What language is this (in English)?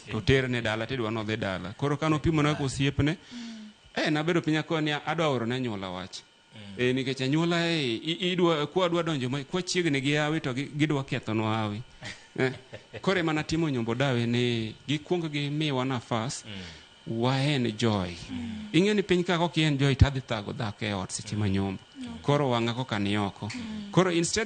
Luo (Kenya and Tanzania)